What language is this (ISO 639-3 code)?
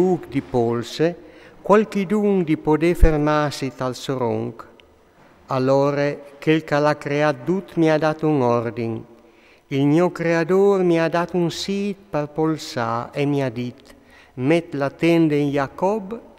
fur